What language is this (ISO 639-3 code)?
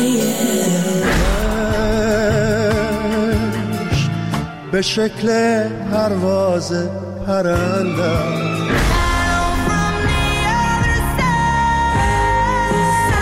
fas